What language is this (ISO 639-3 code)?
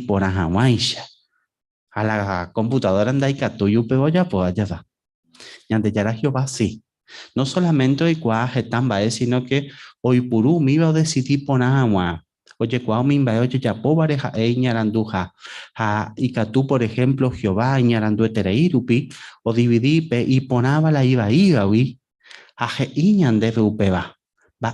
grn